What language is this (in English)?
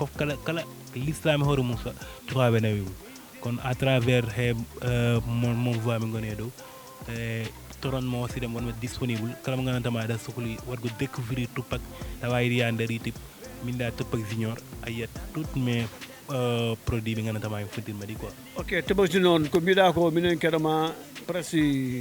Fula